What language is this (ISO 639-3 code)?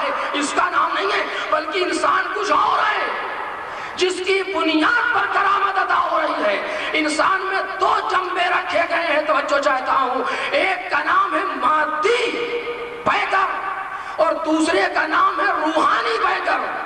urd